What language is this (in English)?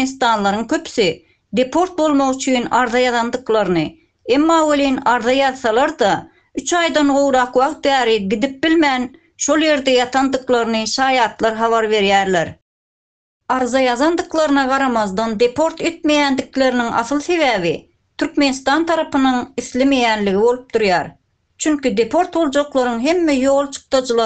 Turkmen